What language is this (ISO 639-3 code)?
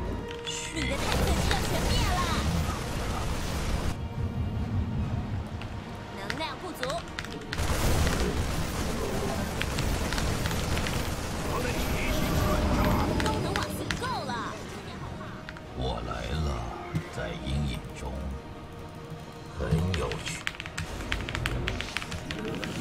zho